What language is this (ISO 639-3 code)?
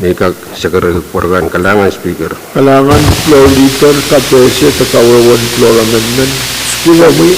pon